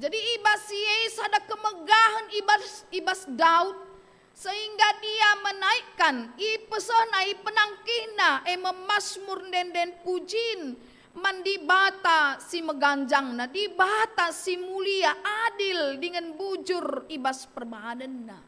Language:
Batak Karo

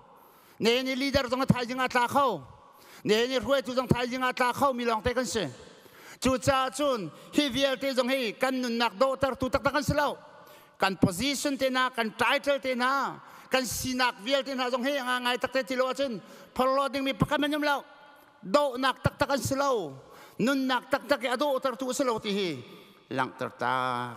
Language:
Hakha Chin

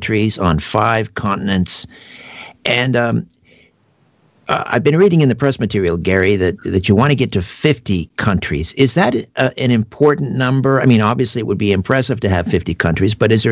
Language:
English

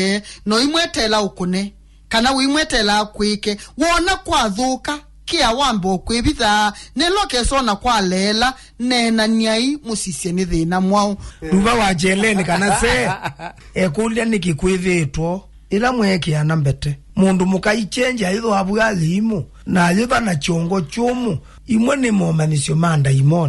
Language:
Kamba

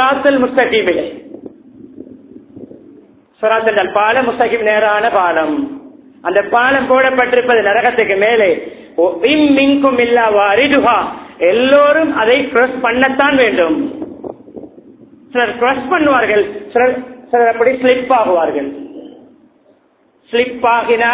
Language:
Tamil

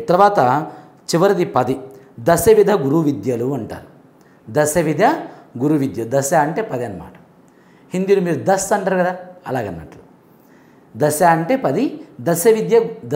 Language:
Telugu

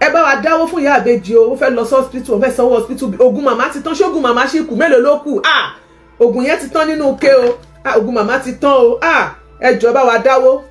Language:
Yoruba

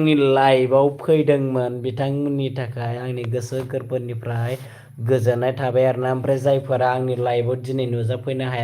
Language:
Bodo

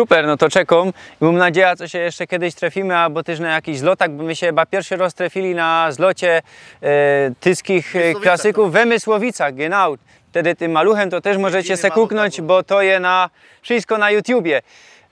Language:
Silesian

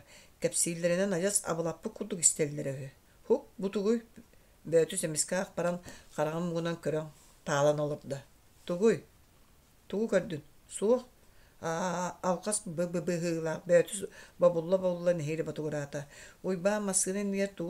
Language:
Yakut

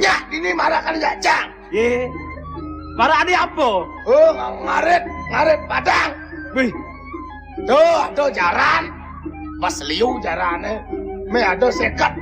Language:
Balinese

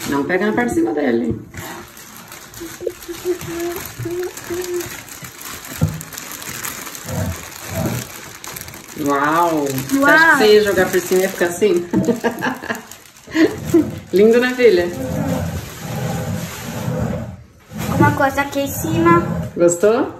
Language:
Portuguese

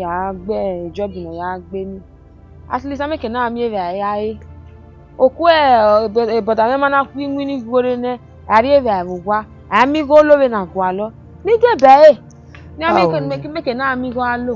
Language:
Bini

